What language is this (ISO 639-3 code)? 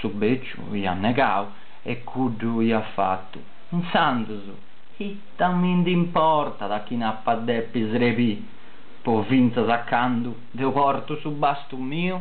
srd